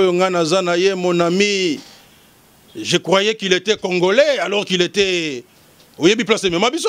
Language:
Lingala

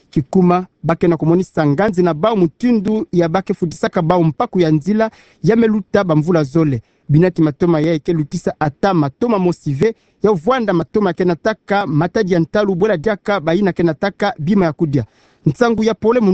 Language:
Kituba (Democratic Republic of Congo)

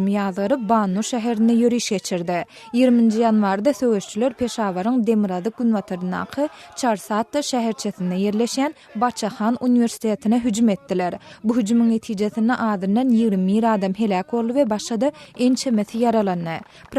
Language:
Turkmen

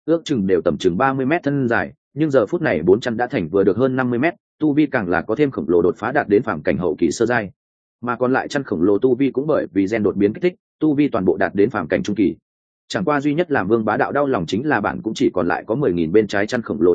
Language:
Vietnamese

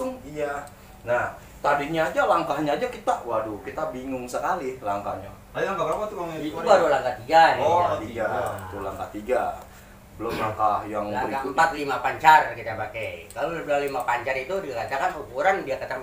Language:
Betawi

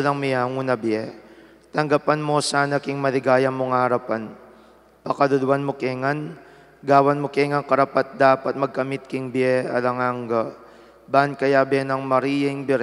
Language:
Pampanga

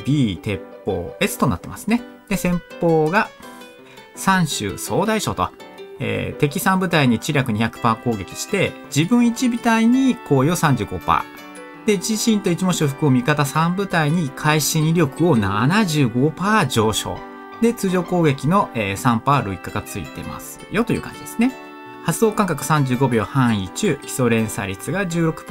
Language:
Japanese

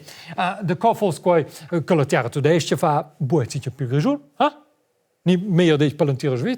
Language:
Romansh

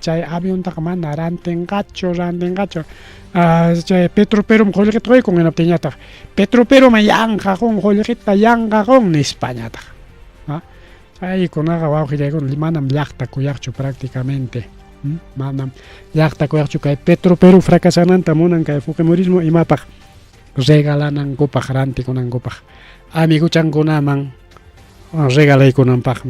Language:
Ayacucho Quechua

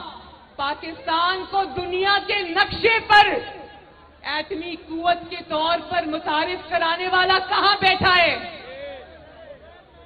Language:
Urdu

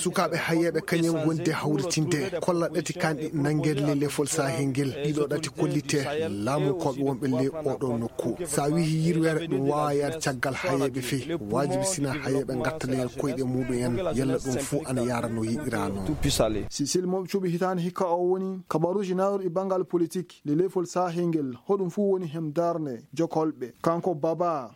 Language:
Maasina Fulfulde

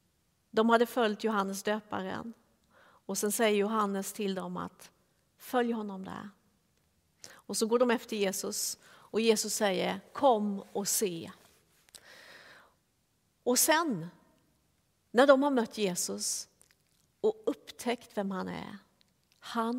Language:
Swedish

